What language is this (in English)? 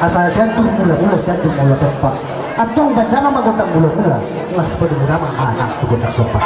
Batak Toba